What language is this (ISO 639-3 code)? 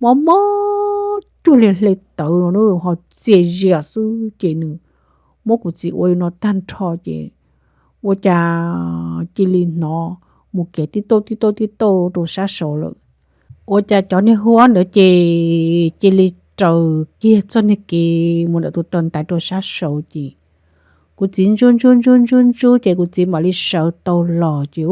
hmn